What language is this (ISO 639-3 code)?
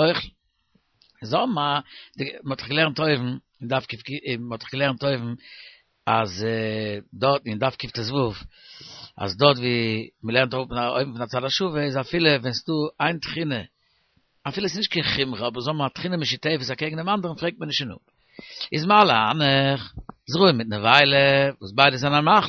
yid